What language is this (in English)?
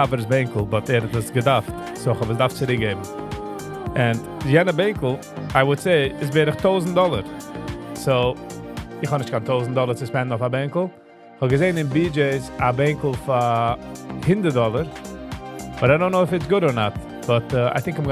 Yiddish